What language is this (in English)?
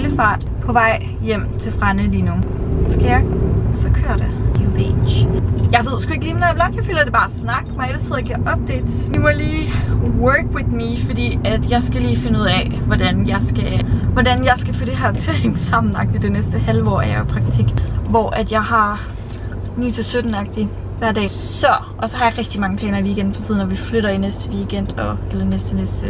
Danish